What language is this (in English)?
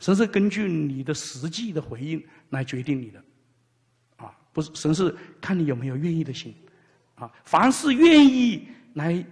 Chinese